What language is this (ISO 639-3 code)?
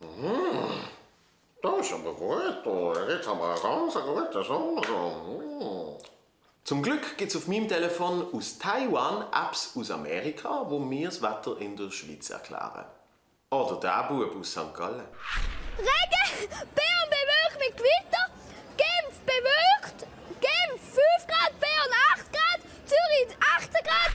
gsw